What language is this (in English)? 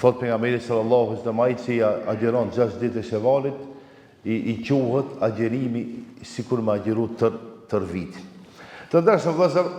Albanian